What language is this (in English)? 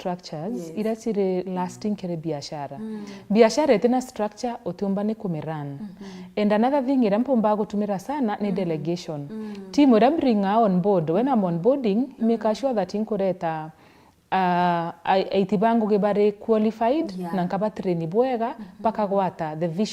Meru